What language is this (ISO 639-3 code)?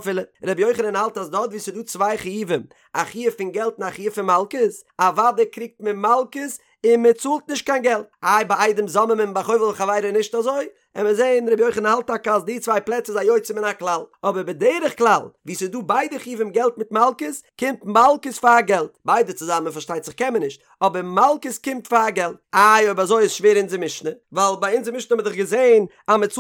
yid